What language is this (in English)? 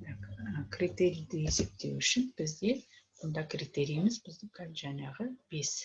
Kazakh